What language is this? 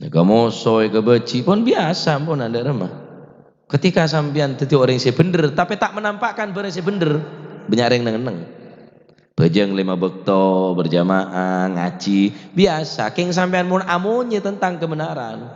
Madurese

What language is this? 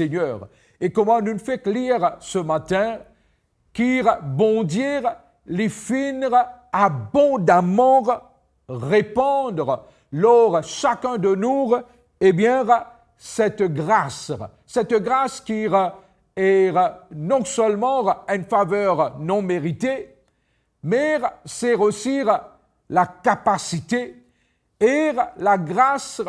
Morisyen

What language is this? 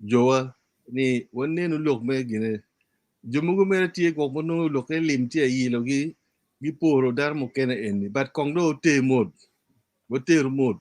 Acoli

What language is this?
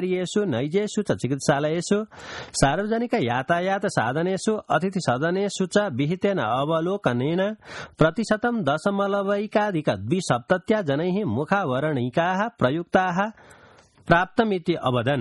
Sanskrit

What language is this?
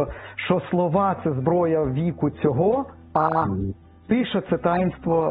Ukrainian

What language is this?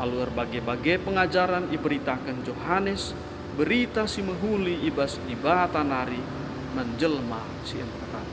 Batak Karo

